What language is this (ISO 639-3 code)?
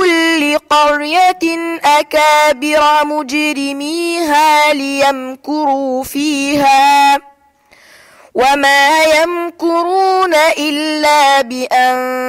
ara